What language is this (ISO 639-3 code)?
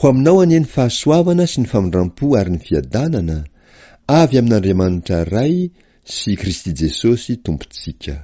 mlg